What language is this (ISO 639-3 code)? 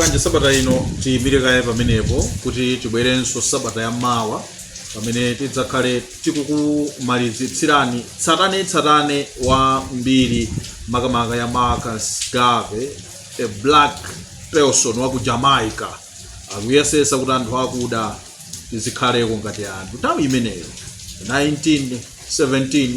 nya